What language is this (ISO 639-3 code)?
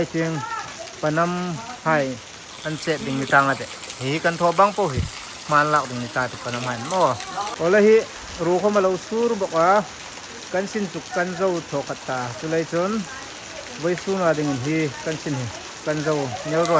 hmr